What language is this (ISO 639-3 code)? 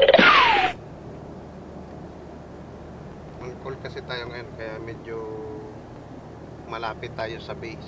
fil